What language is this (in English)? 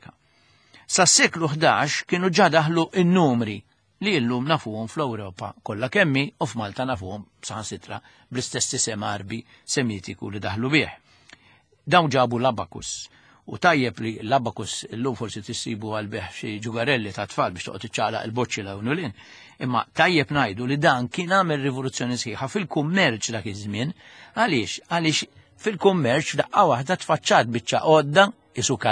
Maltese